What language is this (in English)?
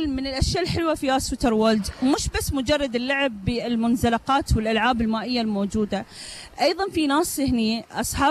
Gulf Arabic